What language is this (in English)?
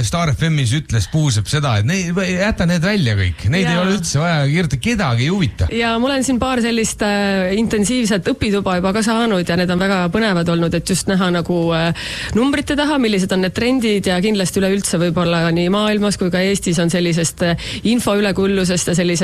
Estonian